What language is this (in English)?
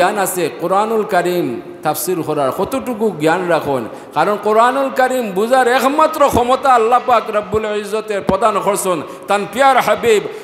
Sylheti